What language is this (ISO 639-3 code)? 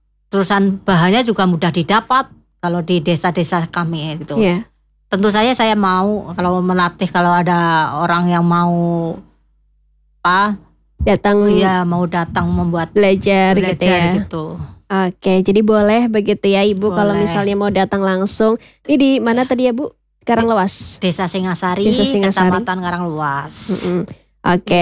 ind